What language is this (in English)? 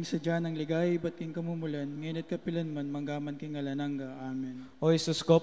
Pampanga